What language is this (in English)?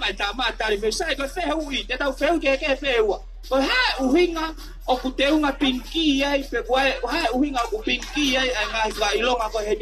Tongan